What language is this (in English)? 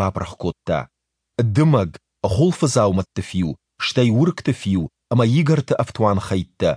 Ossetic